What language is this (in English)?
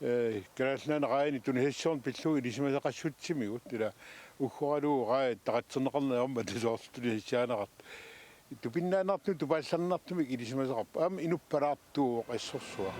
Kalaallisut